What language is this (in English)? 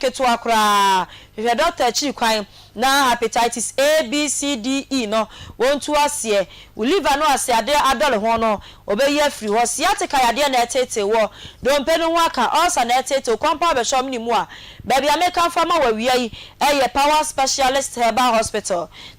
Akan